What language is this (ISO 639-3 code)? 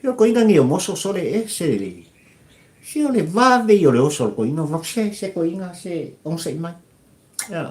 smo